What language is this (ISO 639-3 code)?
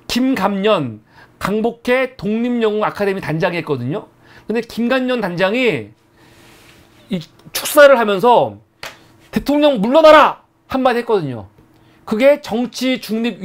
kor